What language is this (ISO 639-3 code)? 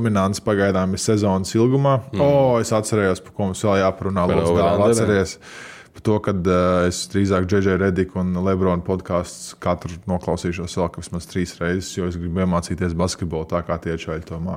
lav